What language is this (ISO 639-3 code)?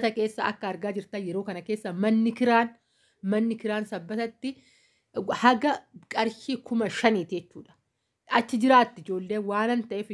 orm